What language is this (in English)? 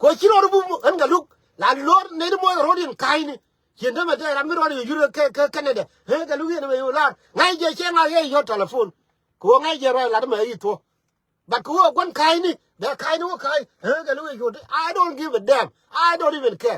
Nuer